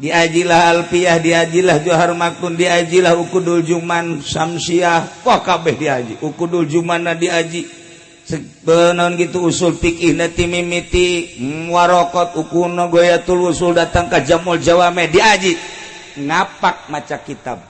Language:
Sundanese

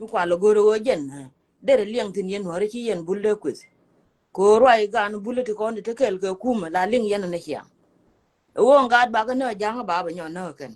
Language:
Nuer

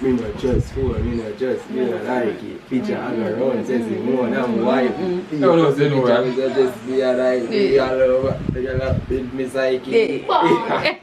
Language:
Jamaican Creole English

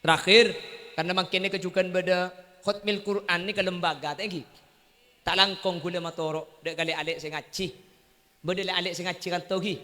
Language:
Madurese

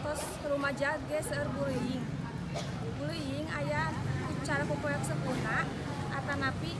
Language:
Sundanese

